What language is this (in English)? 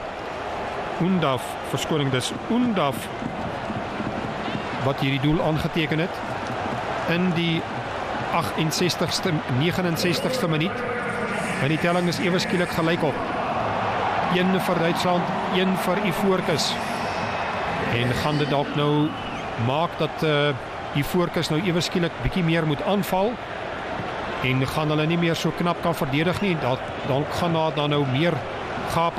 Afrikaans